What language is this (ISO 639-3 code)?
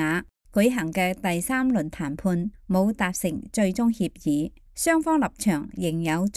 yue